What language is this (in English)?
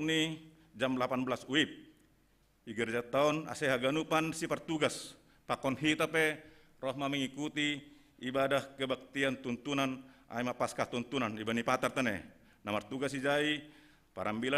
Batak Simalungun